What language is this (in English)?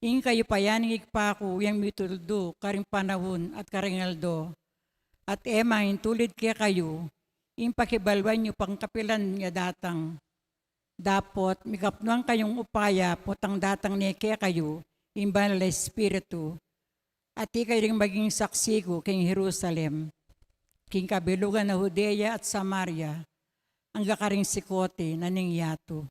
Pampanga